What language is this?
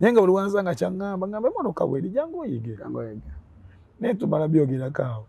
Ganda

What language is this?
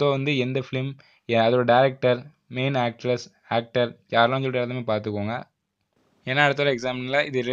Tamil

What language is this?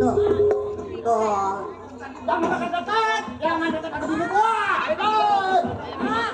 Betawi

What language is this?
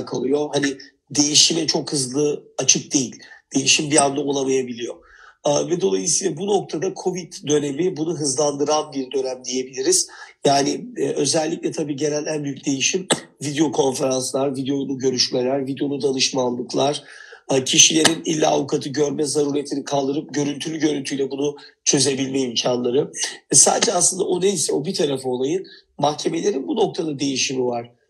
Turkish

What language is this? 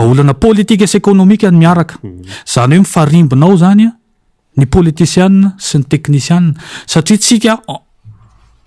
Malagasy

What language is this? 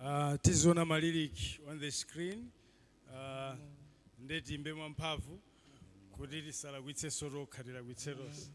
Nyanja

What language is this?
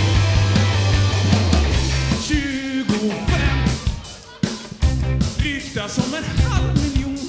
Swedish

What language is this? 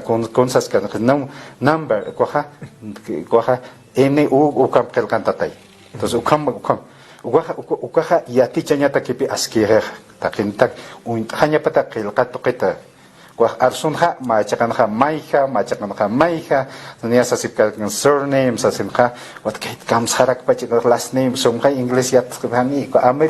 Aymara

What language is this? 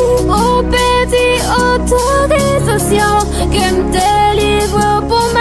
Haitian Creole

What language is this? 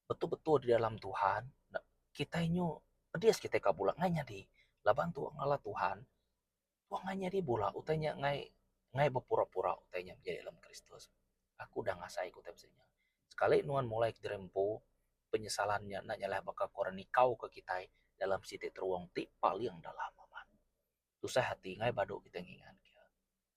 Iban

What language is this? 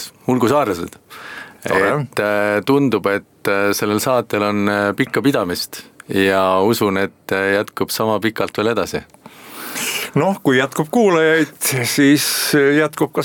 Estonian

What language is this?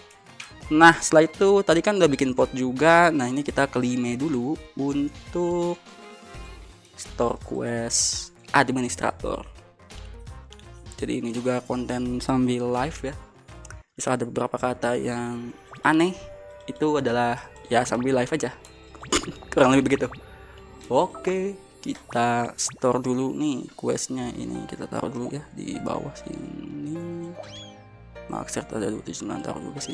Indonesian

